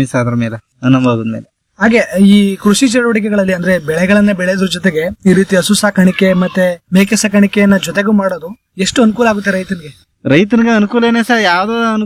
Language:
Kannada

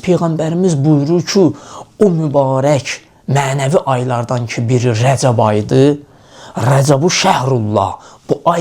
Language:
Azerbaijani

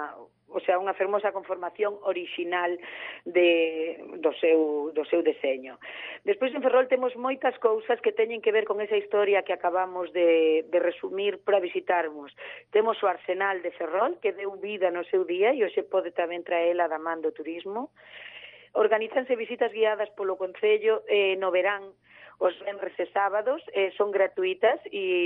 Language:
Galician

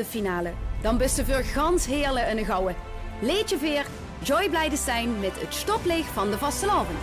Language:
Limburgish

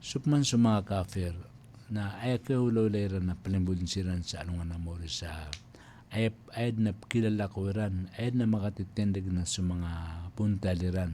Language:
Maranao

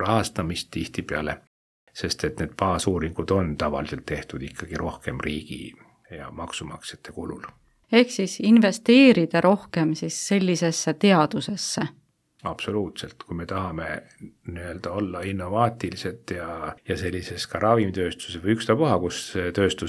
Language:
Estonian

